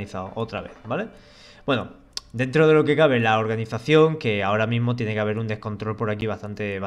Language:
Spanish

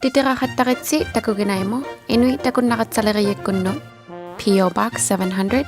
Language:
Inuktitut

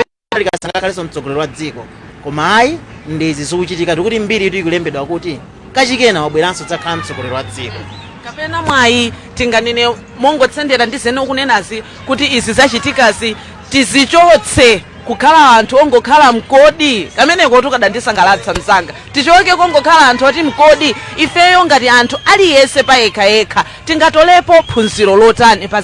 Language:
Nyanja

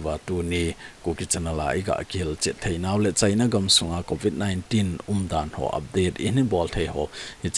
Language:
Thado Chin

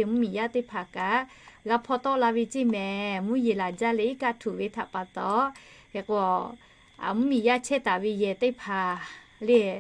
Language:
Lahu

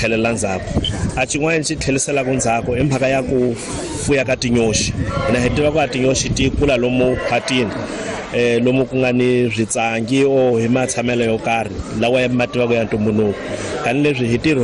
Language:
Tsonga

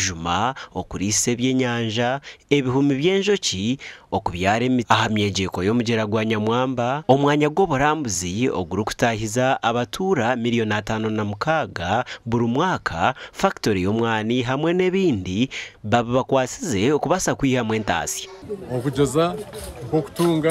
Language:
Nyankole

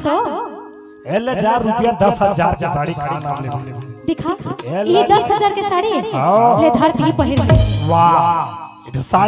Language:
Chhattisgarhi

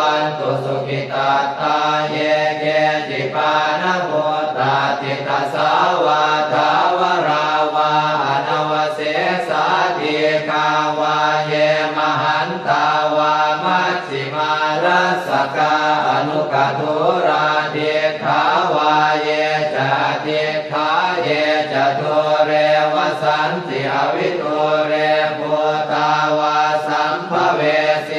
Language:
Pali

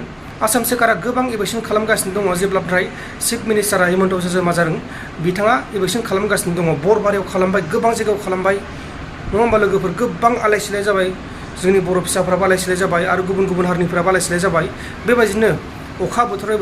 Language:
Bodo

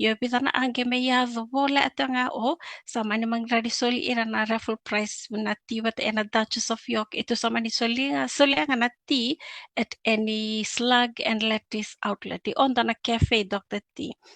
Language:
Fijian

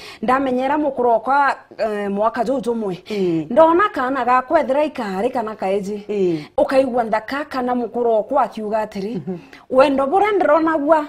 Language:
Meru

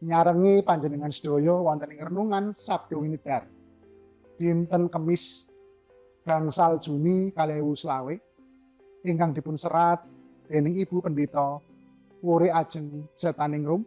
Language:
Javanese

